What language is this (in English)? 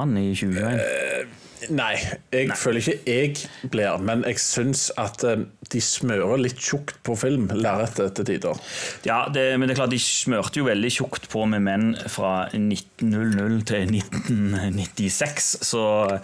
Norwegian